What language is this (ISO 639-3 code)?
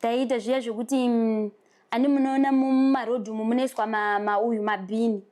sna